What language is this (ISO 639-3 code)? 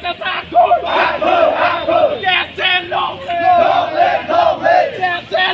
mjw